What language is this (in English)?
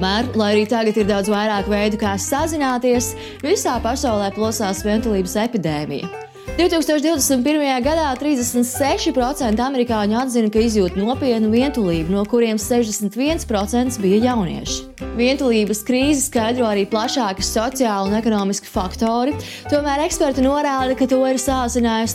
Latvian